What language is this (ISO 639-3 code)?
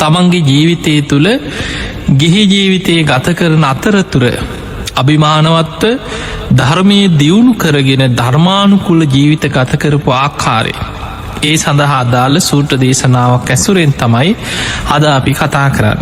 sin